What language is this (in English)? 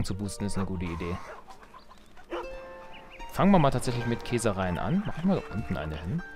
German